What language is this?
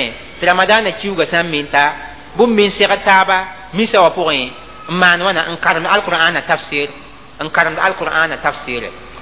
Mossi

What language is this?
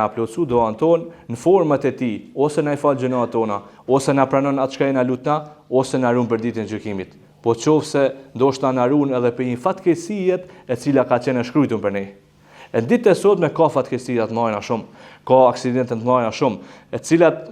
Albanian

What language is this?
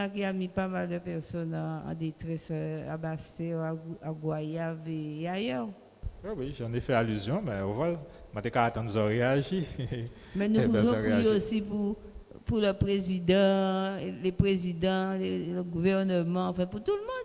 Guadeloupean Creole French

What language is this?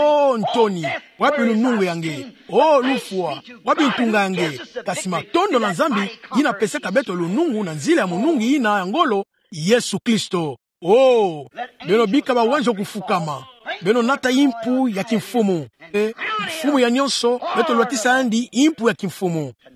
Kituba (Democratic Republic of Congo)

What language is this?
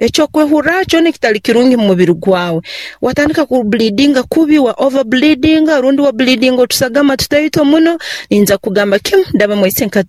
Nyoro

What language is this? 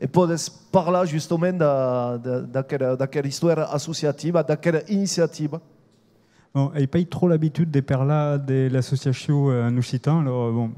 Occitan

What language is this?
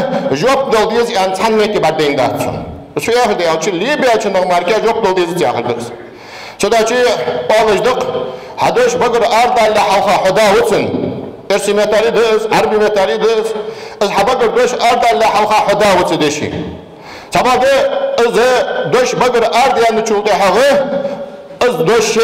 Ingush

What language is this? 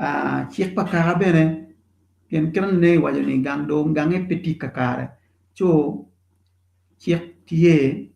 Acoli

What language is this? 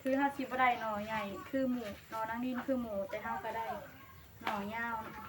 Northeastern Thai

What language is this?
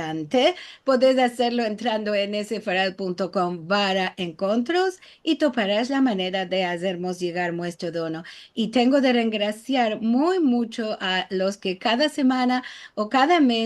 Ladino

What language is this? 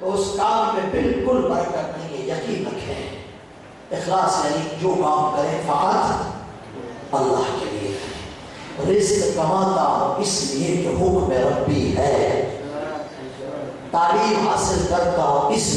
Urdu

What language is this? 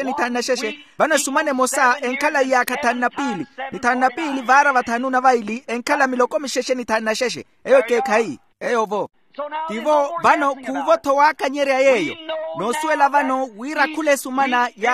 Makhuwa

